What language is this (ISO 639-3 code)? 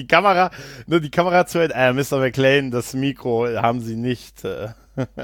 deu